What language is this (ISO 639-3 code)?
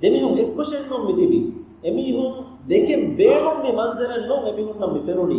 div